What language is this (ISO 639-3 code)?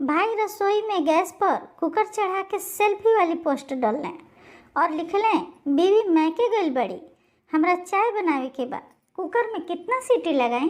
bho